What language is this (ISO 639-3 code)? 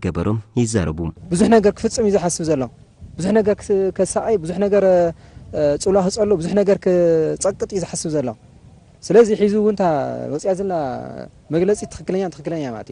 tir